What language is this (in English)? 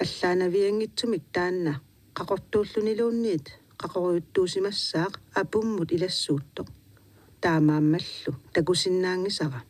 Kalaallisut